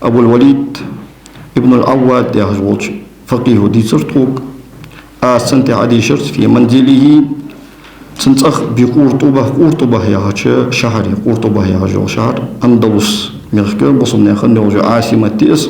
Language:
Ingush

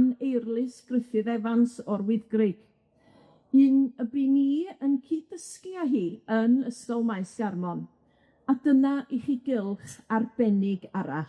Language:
Welsh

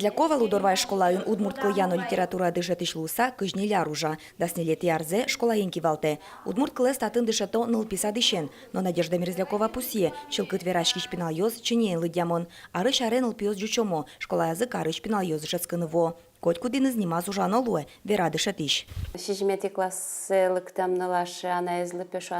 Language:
Udmurt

